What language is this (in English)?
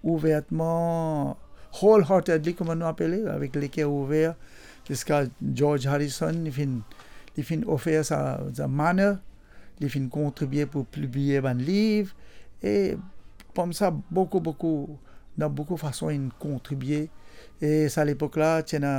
Morisyen